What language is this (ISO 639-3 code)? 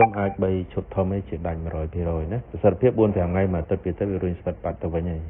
khm